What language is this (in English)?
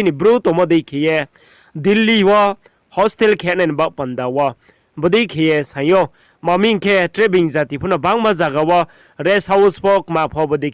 Riang (India)